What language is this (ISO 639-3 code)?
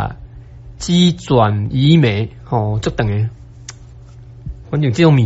nan